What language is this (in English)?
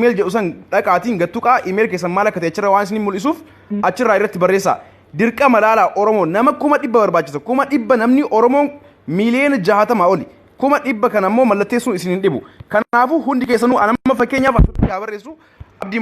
Oromo